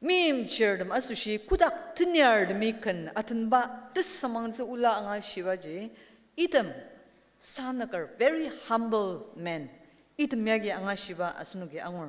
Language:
Ao Naga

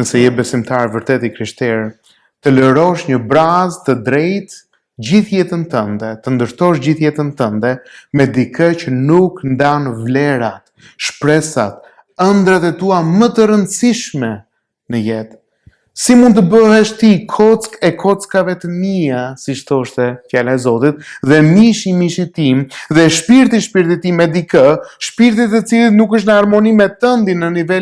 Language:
Albanian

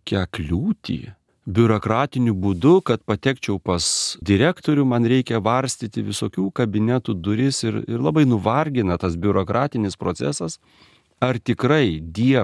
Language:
Lithuanian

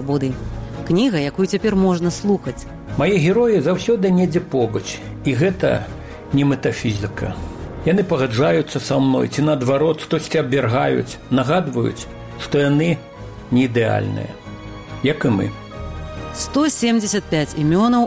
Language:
Belarusian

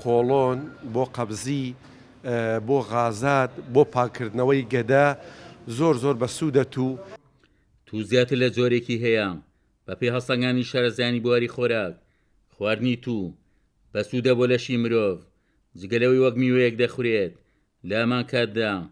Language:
Central Kurdish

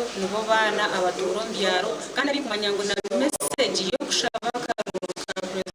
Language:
Nyankole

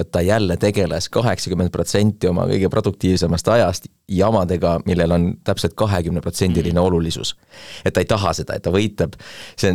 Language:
Estonian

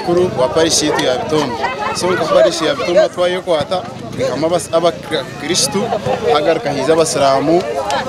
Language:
Nyankole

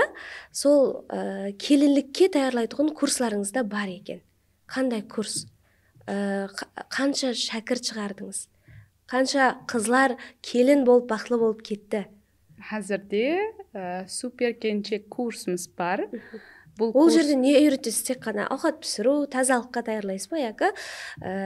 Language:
Kara-Kalpak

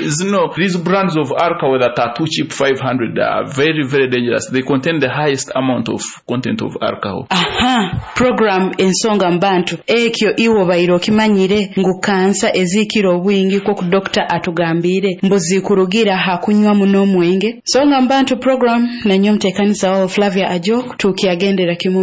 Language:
Nyoro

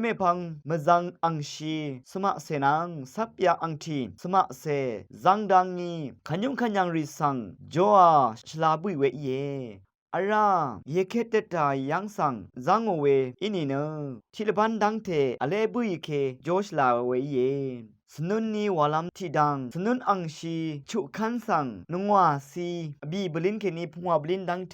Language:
Rawang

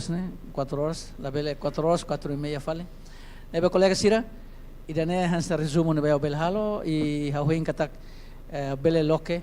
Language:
Tetum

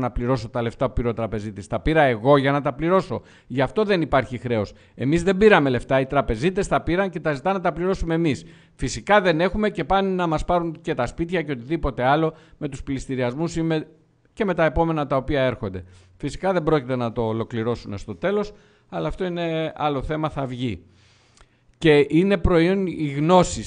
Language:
Greek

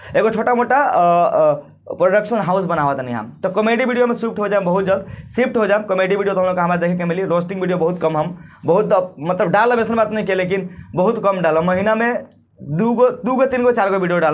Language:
Bhojpuri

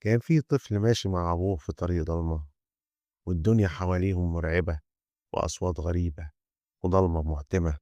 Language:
Egyptian Arabic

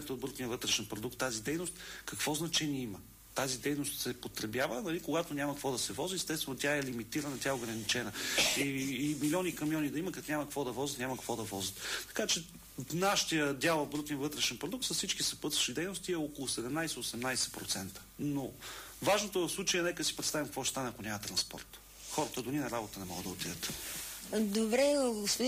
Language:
Bulgarian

